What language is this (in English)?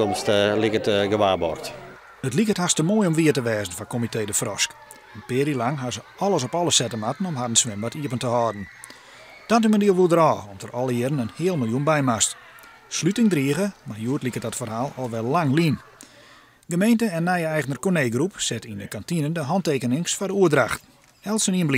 Western Frisian